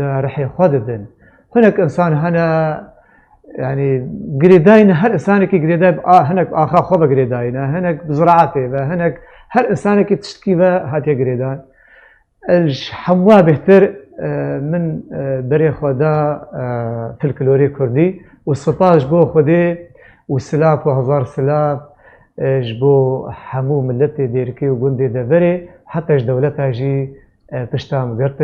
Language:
Kurdish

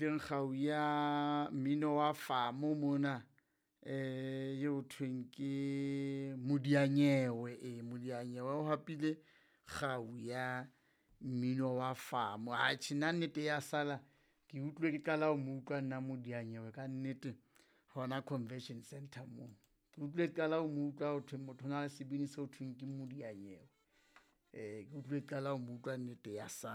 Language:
Southern Sotho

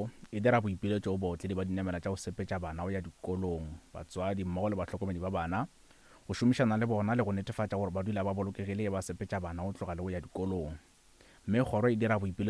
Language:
Northern Sotho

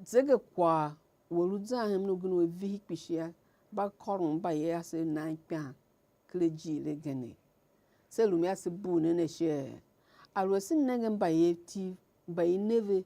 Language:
Tiv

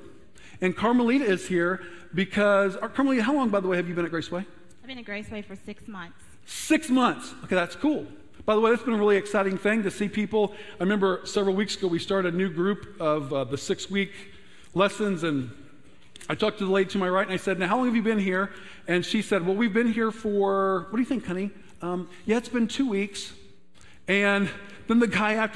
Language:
English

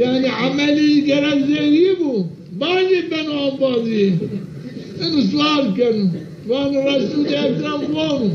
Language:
Zaza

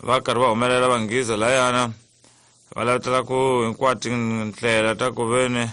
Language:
Tsonga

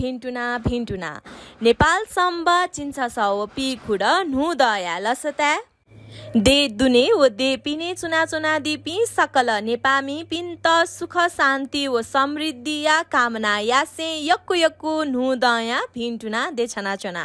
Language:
Newari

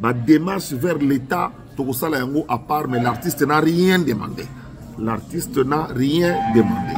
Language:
Lingala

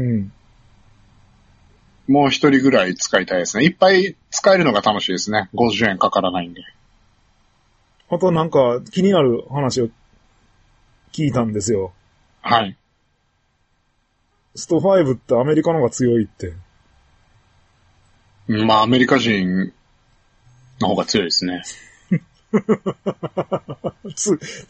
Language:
Japanese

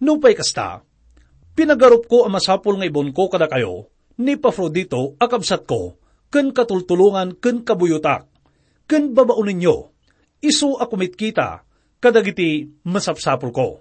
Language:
Iloko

